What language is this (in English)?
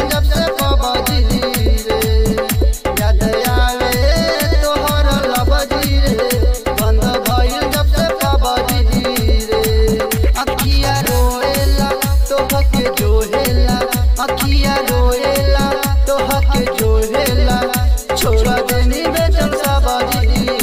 Bhojpuri